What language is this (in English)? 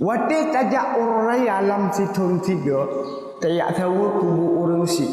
Achinese